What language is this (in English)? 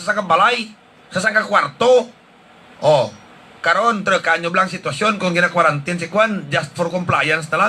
Hiligaynon